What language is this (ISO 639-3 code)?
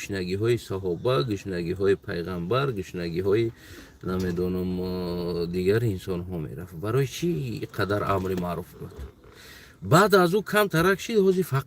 tgk